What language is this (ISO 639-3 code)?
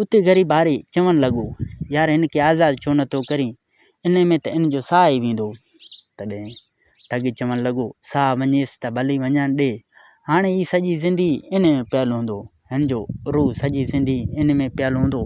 snd